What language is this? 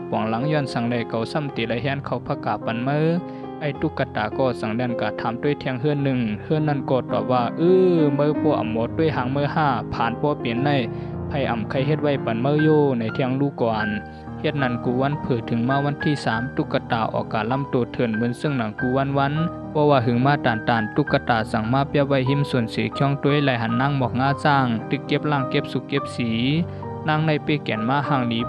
Shan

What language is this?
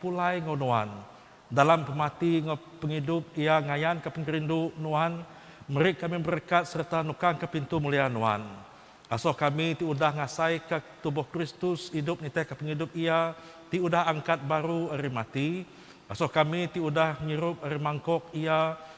Iban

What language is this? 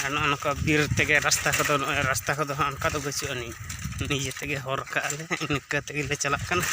Santali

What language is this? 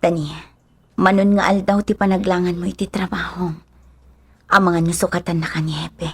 Iloko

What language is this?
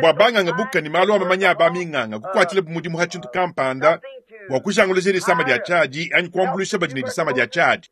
Luba-Lulua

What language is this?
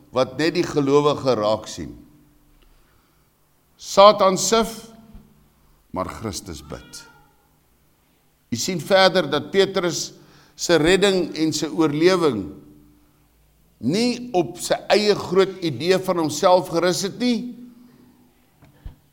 Afrikaans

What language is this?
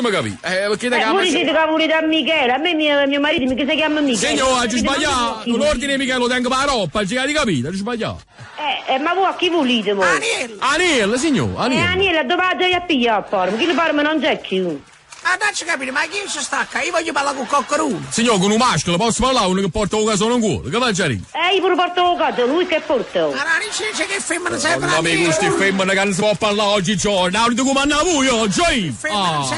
Neapolitan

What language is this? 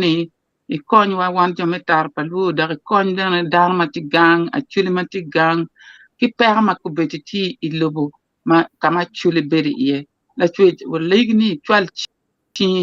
Acoli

